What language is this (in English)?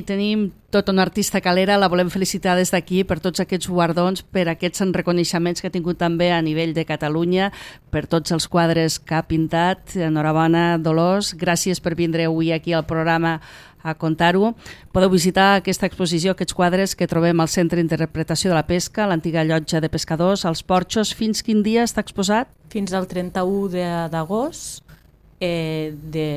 Catalan